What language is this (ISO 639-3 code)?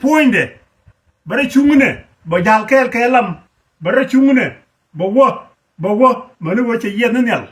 nus